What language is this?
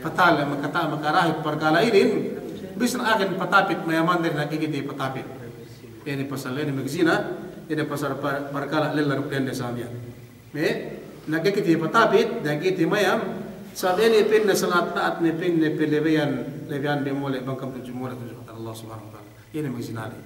Yakan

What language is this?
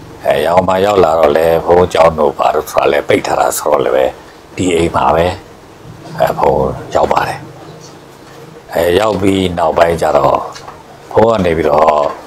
Burmese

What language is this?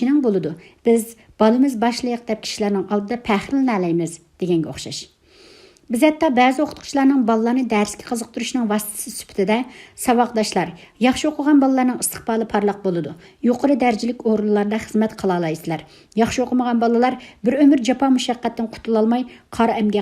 Uyghur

